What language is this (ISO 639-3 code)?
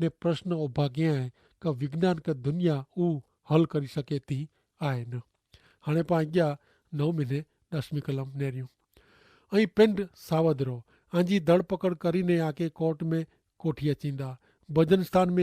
kfr